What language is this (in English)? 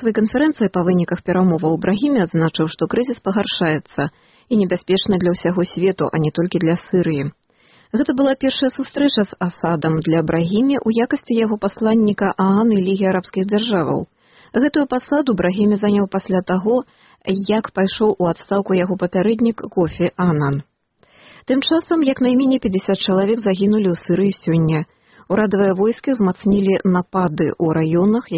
Belarusian